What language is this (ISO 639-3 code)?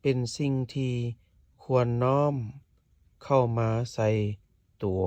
lao